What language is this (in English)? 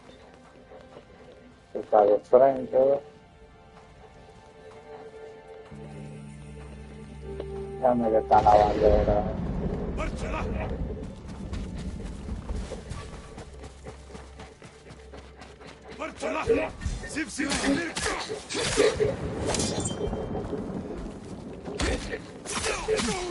Spanish